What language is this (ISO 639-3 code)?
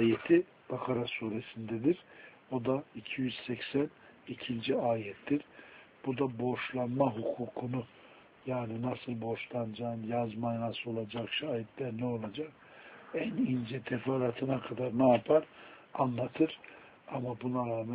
tur